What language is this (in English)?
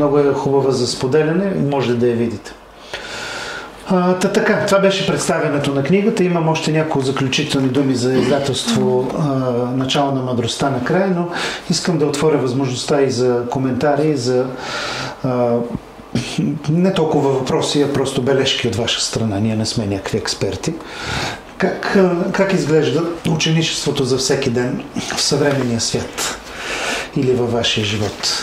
Bulgarian